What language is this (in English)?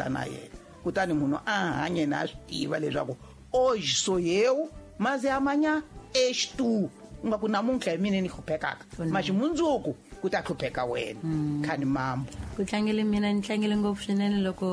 Tsonga